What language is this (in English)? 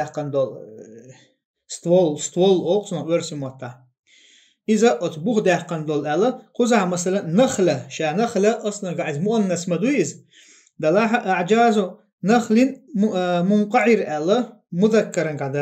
Chechen